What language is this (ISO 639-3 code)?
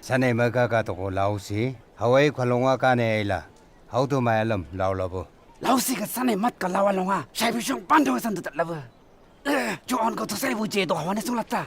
nbc